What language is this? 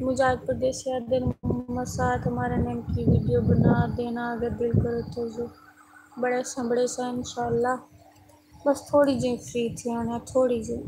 Saraiki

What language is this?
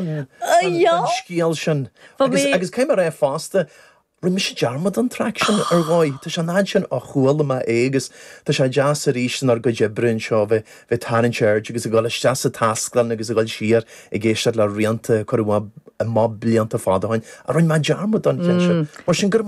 Irish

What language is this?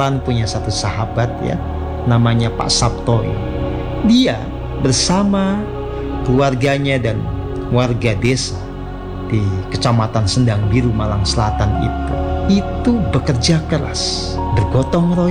Indonesian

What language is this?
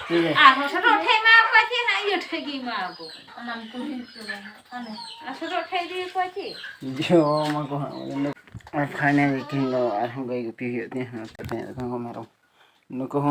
Santali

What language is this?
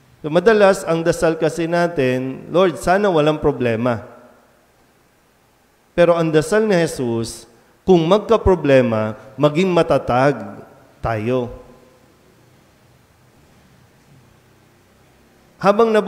Filipino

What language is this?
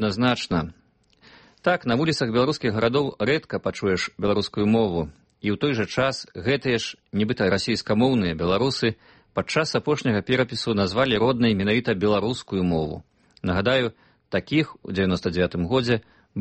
Belarusian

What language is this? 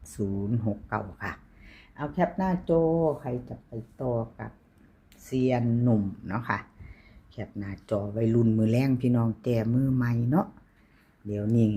Northeastern Thai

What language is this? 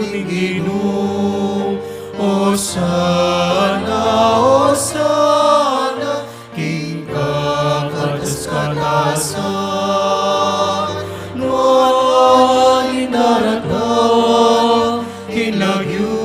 Pampanga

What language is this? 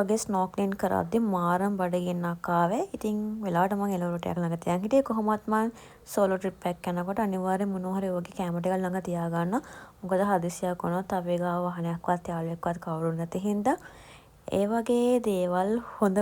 Sinhala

